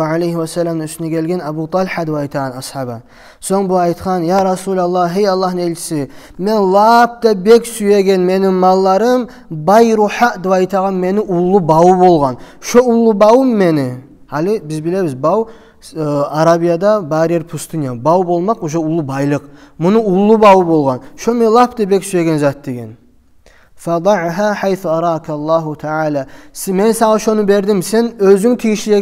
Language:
Kumyk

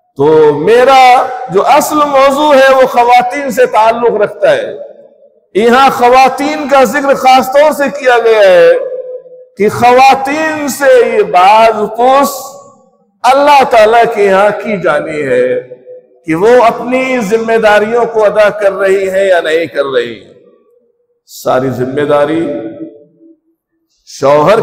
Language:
Urdu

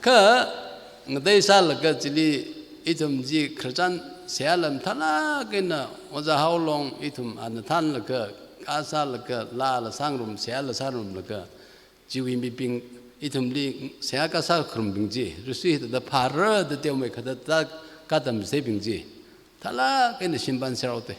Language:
Tangkhul Naga (India)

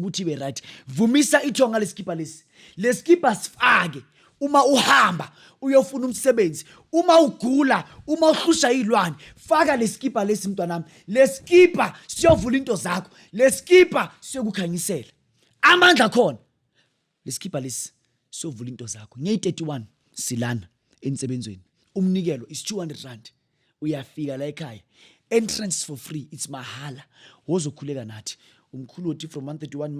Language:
Zulu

